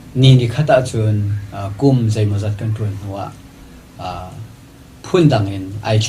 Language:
Hakha Chin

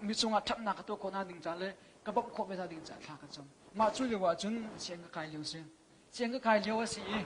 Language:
Hakha Chin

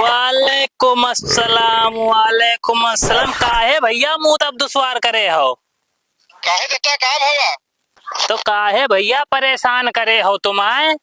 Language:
Awadhi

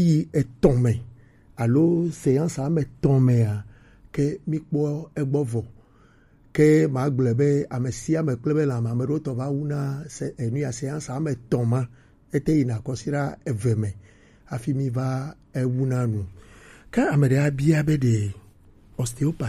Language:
Gen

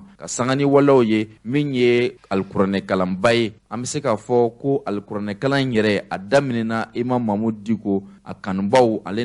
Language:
Bambara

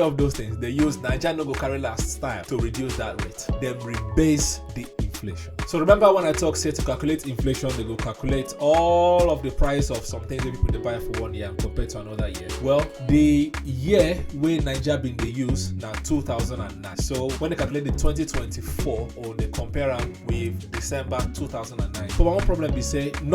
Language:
Nigerian Pidgin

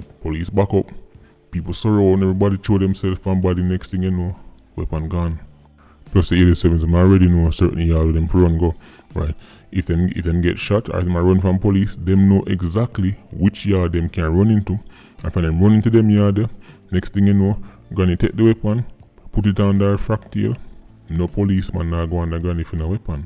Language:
Jamaican Creole English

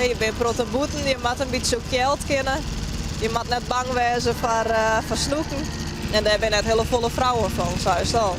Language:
Western Frisian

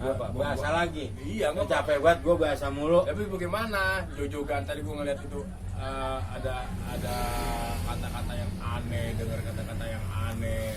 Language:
Betawi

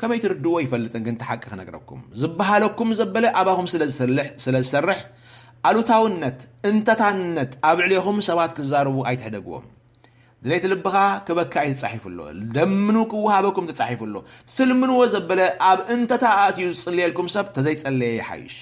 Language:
Tigrinya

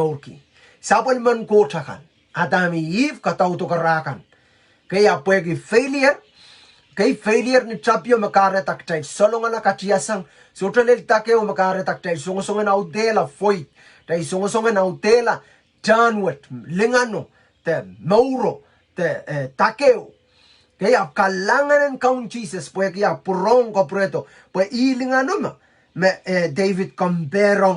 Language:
Pohnpeian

